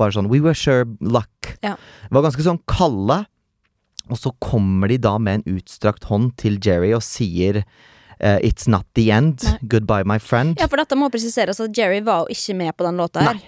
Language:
Norwegian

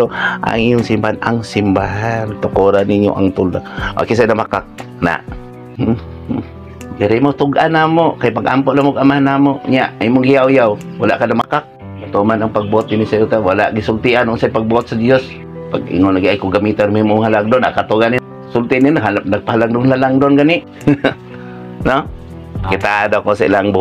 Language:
Cebuano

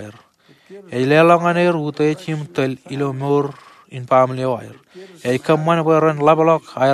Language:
Marshallese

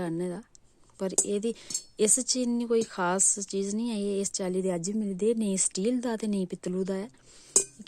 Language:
Dogri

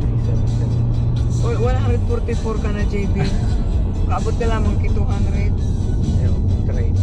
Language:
Bikol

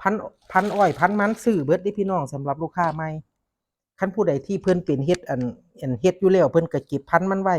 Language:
Northeastern Thai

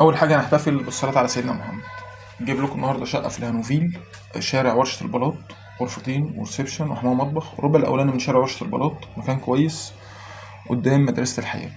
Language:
Egyptian Arabic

